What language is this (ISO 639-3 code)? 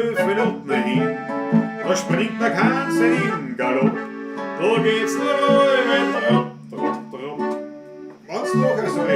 bar